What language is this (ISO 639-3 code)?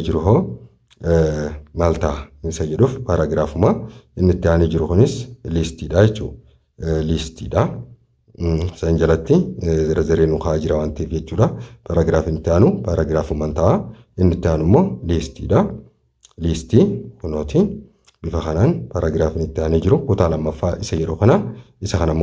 orm